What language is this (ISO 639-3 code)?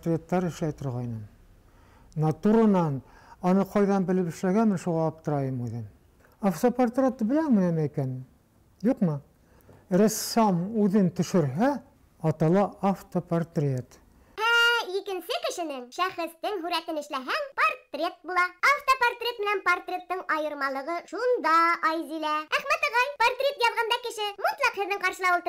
bak